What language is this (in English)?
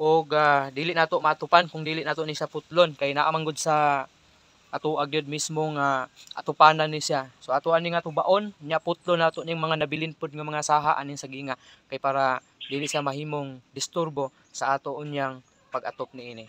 Cebuano